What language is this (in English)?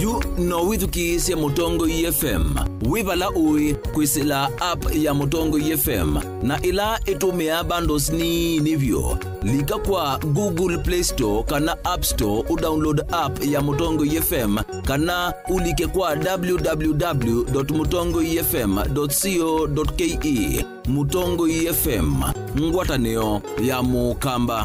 Kamba